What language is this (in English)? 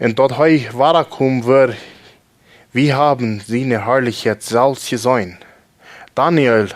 Plautdietsch